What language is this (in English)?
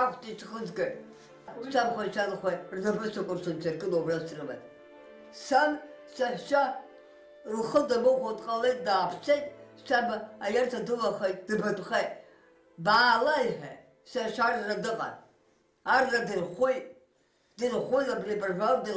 Abkhazian